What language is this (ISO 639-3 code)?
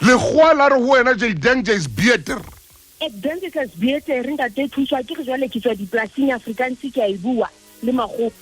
sot